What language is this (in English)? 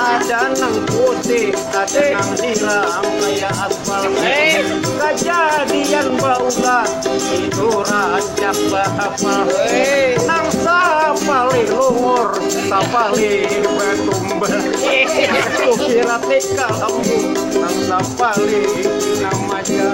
Banjar